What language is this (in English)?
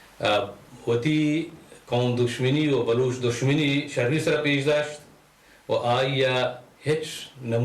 Baluchi